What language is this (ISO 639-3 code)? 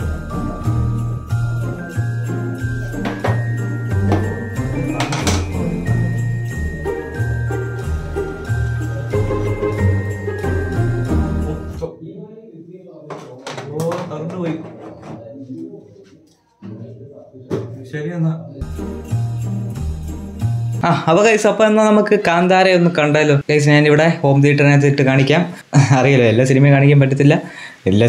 mal